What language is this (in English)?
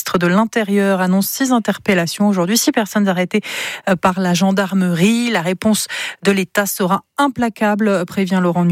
French